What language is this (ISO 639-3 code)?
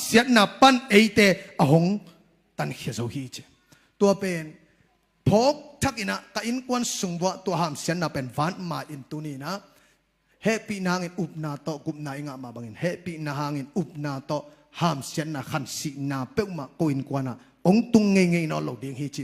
ctd